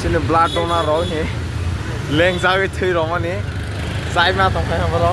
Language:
Kok Borok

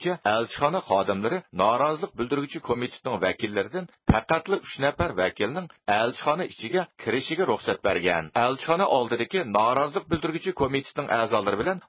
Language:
Uyghur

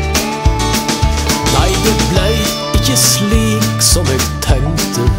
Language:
Norwegian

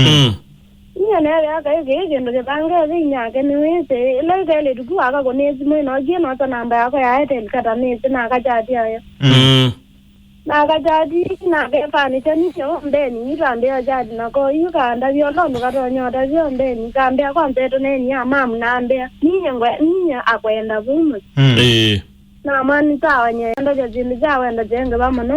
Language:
Kamba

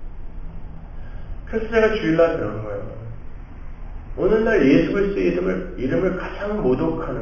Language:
Korean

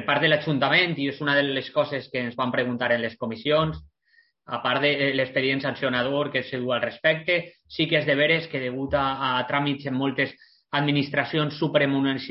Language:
Catalan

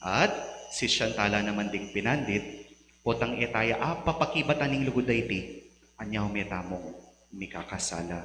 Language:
Pampanga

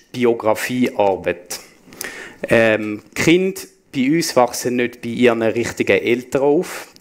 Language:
Swiss German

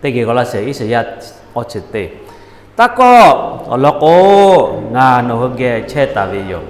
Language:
Lahu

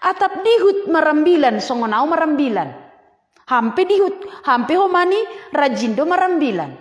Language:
Batak Simalungun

